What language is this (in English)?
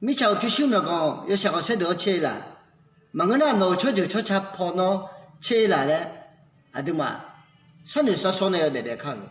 Akha